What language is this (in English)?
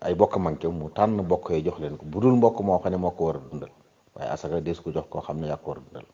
Wolof